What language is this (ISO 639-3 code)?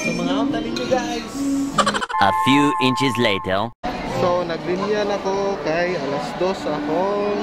ceb